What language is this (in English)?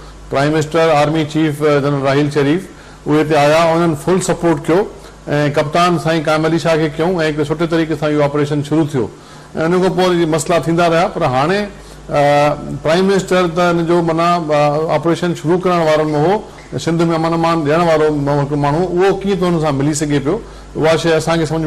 Sindhi